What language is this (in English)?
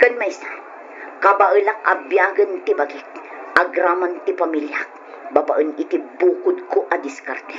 Iloko